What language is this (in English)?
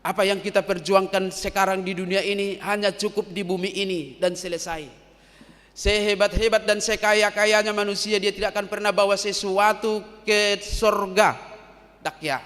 Batak Toba